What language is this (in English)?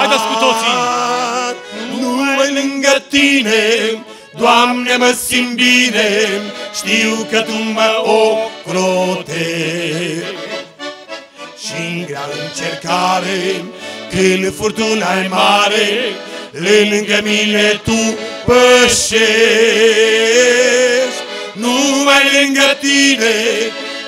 Romanian